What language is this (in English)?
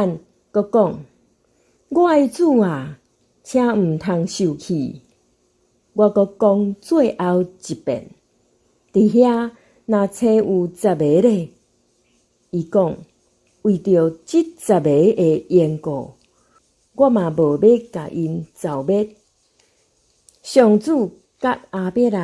Min Nan Chinese